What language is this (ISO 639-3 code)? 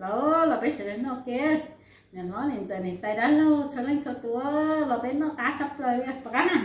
hmn